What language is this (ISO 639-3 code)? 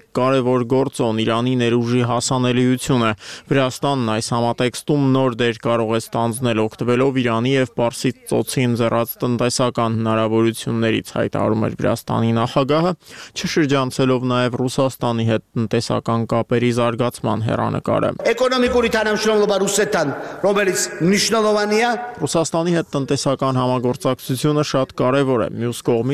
hye